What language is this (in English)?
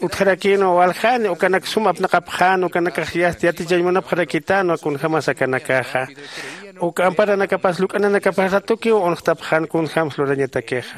Aymara